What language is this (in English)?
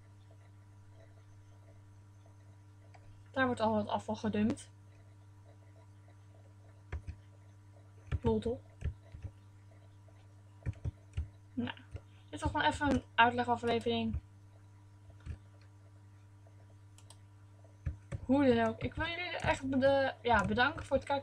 Dutch